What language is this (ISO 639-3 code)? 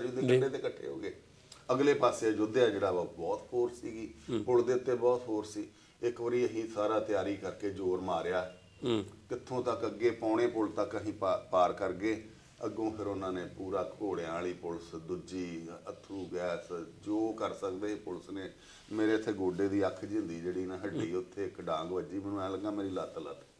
pan